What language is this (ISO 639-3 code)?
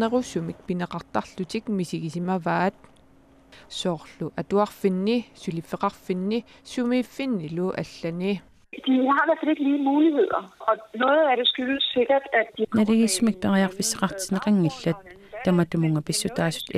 kal